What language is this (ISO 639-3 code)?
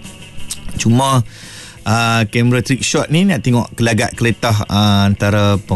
msa